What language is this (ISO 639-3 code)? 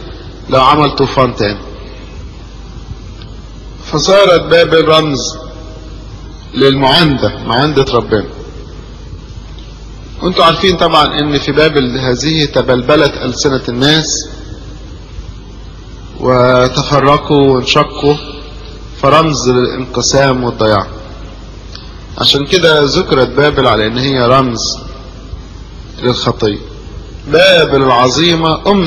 arz